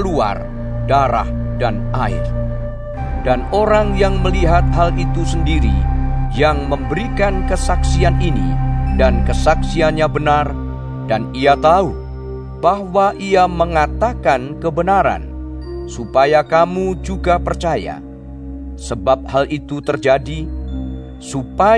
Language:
Indonesian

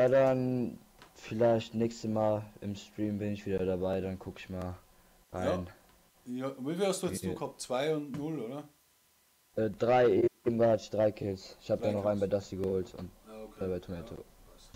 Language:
Bavarian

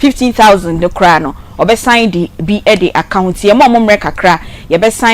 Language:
Akan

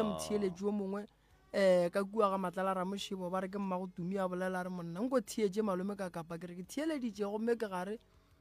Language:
Northern Sotho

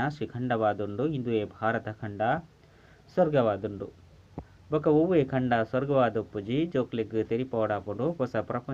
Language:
Tulu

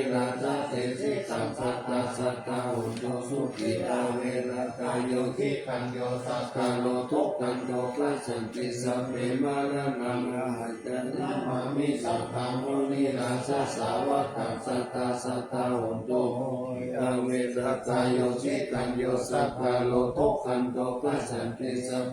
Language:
Pali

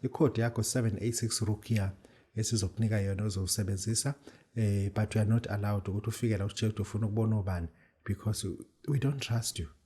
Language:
Zulu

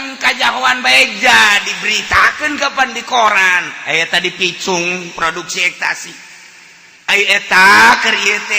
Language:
Sundanese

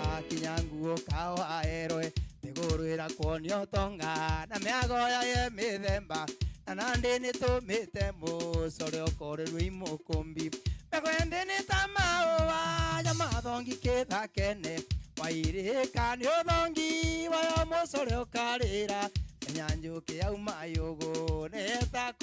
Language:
Meru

